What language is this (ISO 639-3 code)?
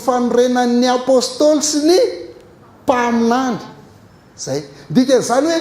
mlg